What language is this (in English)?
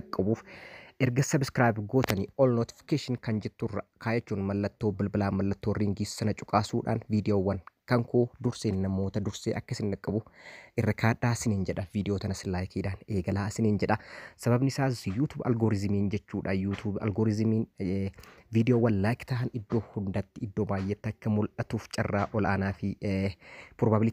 Oromo